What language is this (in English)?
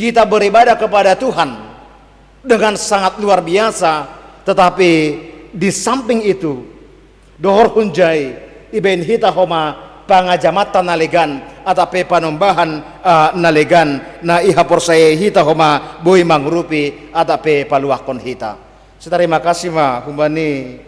Batak Simalungun